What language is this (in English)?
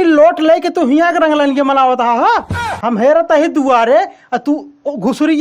Awadhi